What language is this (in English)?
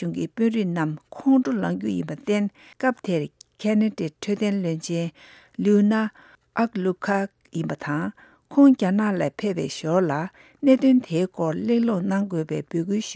Tibetan